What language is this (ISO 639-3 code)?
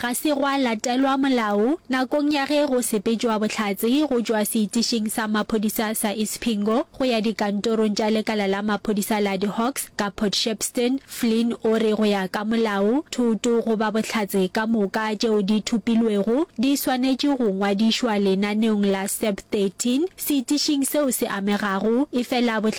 nso